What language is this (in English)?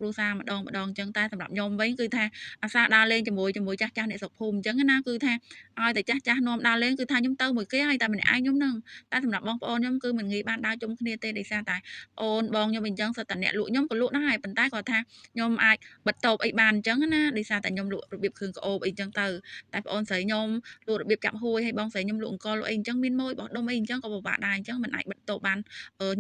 Khmer